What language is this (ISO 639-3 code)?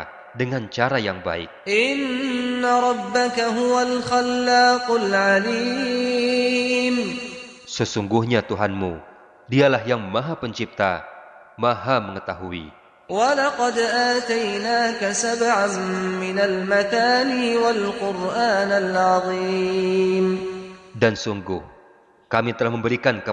ind